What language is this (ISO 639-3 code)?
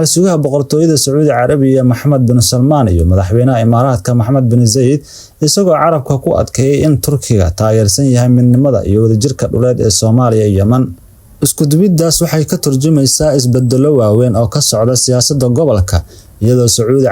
som